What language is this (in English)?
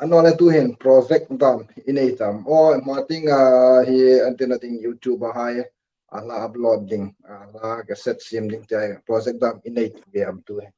Hmar